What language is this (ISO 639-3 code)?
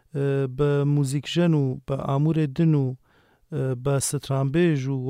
kur